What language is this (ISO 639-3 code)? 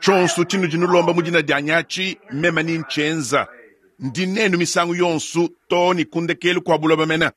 lua